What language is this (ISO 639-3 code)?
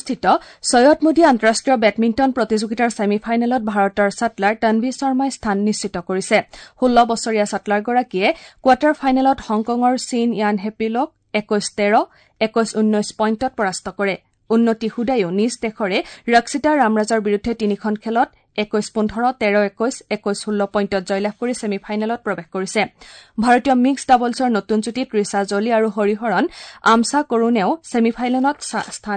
asm